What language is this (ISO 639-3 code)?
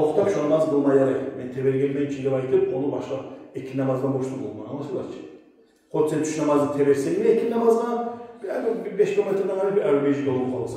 kum